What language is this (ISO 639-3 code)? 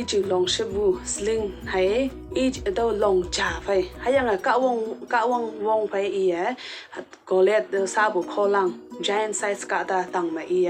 nbe